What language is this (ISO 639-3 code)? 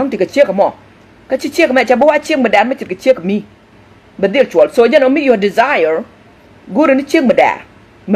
nus